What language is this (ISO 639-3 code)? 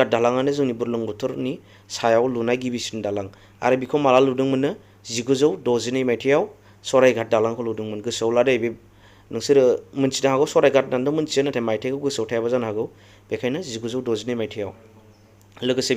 brx